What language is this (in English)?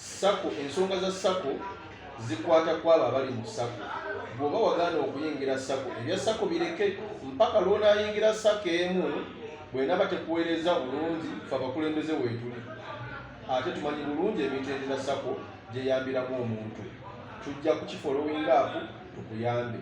Ganda